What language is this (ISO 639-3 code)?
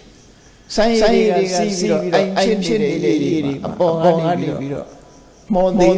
mya